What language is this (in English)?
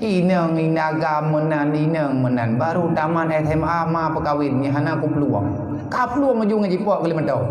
Achinese